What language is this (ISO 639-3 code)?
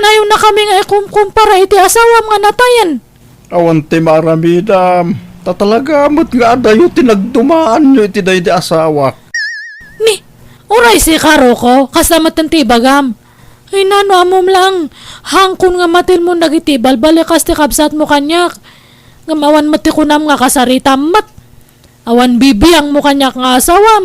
ilo